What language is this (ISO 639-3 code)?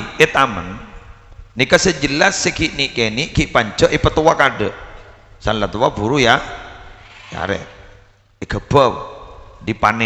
mad